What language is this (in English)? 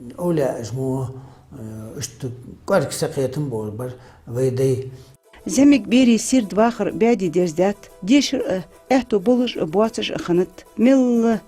Ingush